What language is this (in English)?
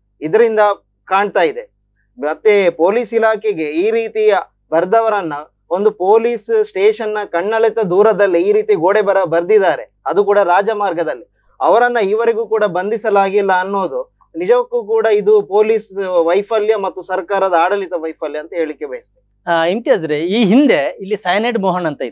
Kannada